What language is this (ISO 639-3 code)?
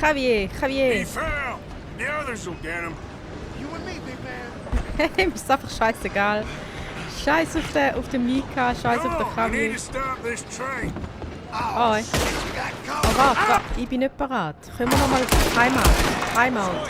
gsw